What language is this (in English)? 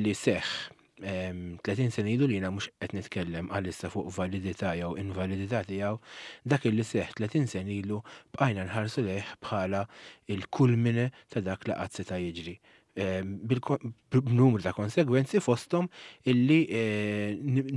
Maltese